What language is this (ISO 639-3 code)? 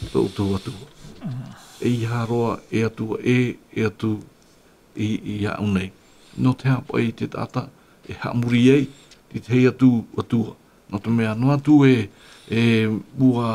tah